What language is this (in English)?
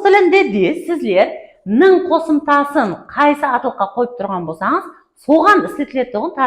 Kara-Kalpak